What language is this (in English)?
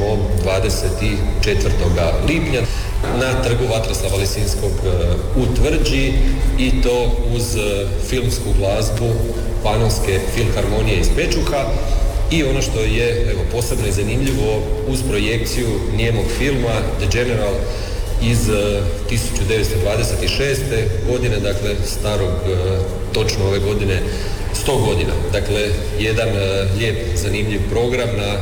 Croatian